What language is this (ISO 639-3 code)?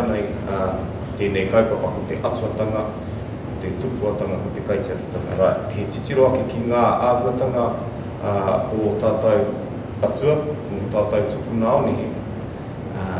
mri